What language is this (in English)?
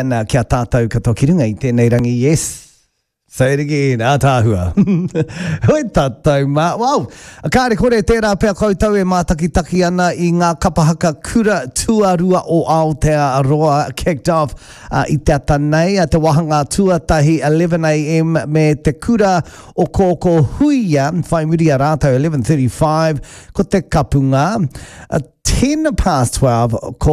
Māori